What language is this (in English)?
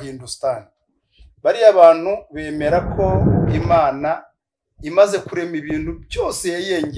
Kinyarwanda